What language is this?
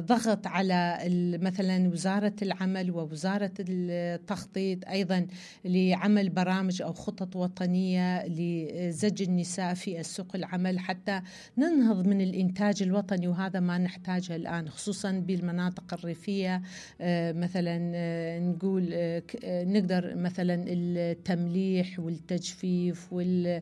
Mesopotamian Arabic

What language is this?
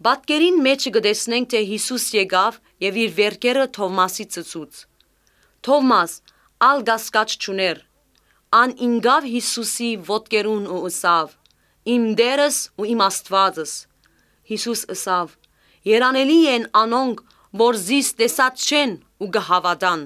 Armenian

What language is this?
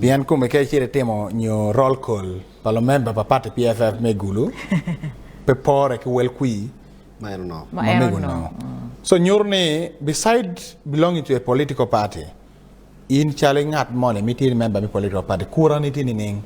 Acoli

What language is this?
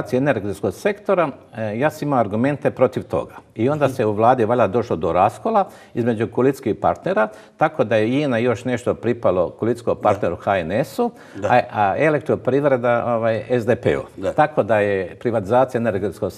Croatian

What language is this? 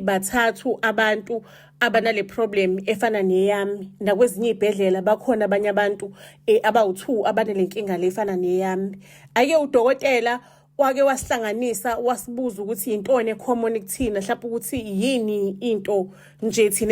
Zulu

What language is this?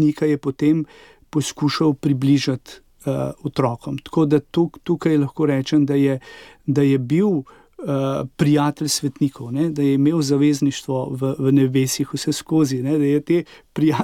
Slovenian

